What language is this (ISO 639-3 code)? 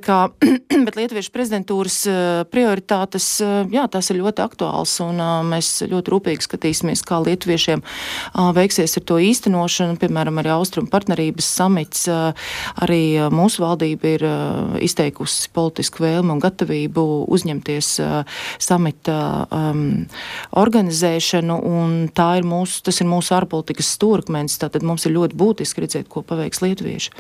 lav